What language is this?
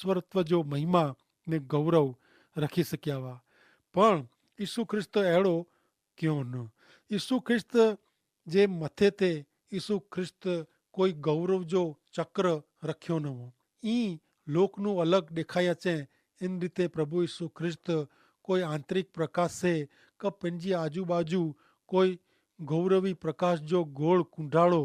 Kachhi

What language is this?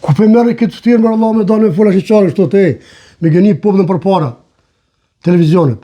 Albanian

